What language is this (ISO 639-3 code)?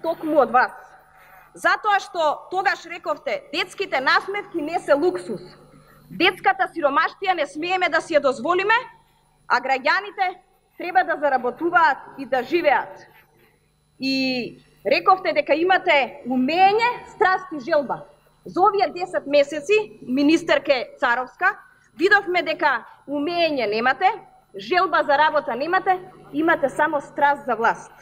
mkd